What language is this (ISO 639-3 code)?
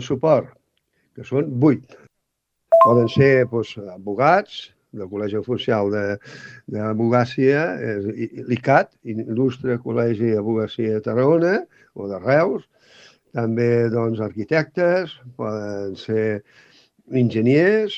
cat